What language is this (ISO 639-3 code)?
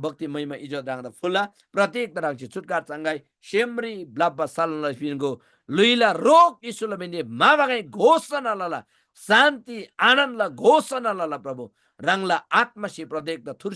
taj